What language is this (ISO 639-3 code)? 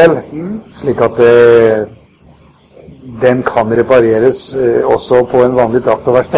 nor